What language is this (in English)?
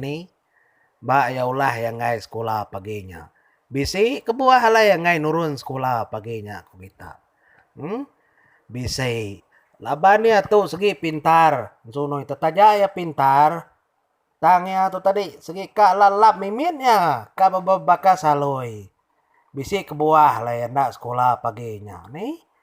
Iban